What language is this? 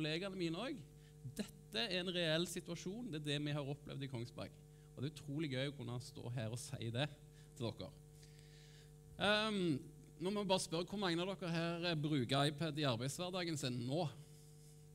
Norwegian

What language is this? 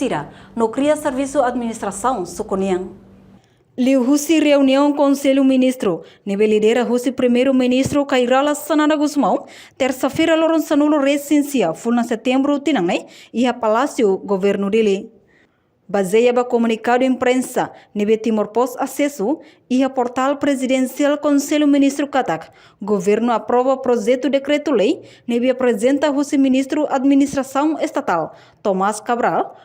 Tetum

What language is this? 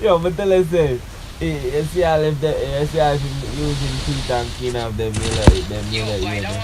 Jamaican Creole English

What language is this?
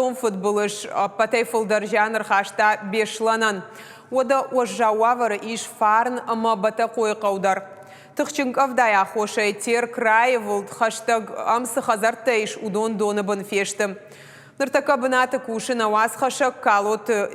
Ossetic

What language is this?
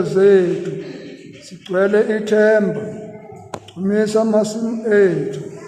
Zulu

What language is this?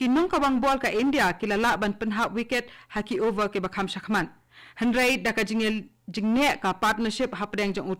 Khasi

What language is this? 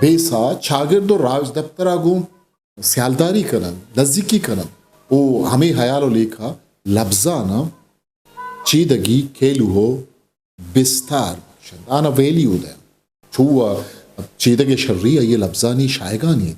Eastern Balochi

